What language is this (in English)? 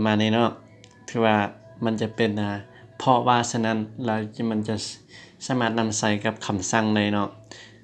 Lao